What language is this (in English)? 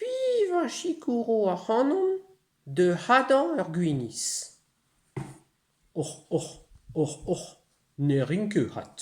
Breton